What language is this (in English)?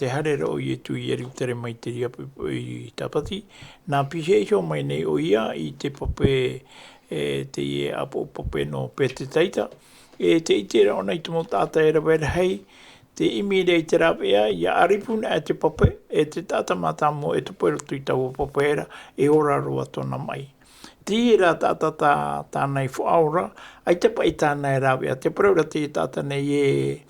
Tahitian